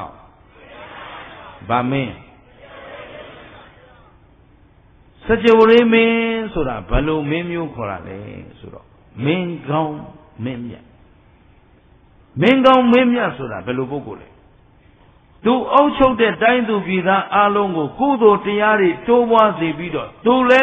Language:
Burmese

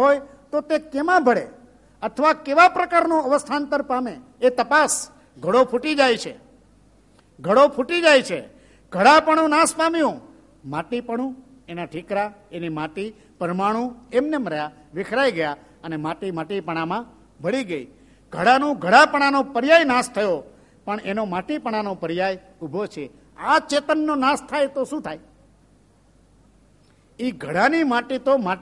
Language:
Gujarati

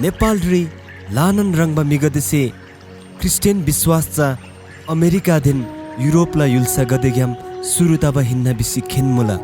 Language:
Eastern Tamang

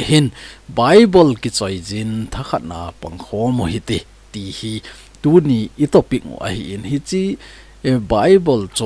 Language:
Thado Chin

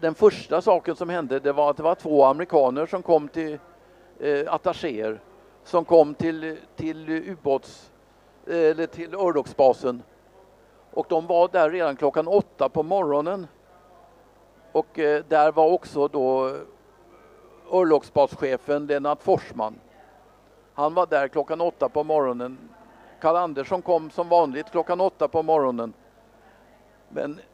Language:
Swedish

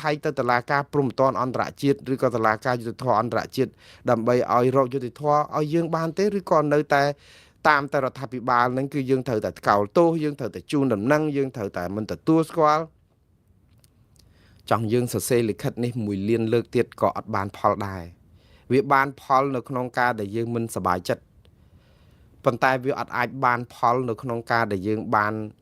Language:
Khmer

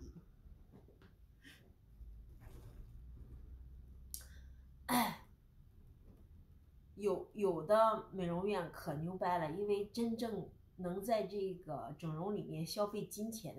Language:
Chinese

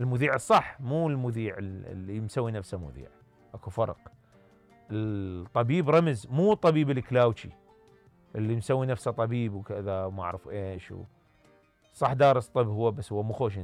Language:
Mesopotamian Arabic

